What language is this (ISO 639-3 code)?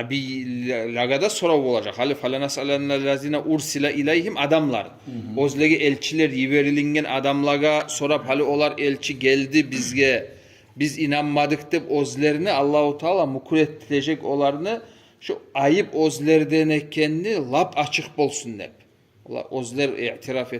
kum